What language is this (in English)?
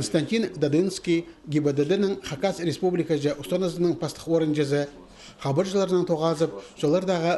Khakas